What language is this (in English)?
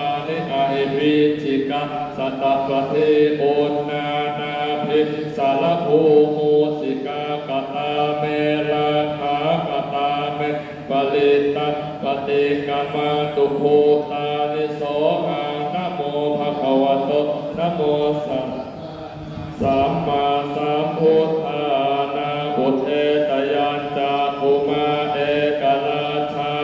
Pali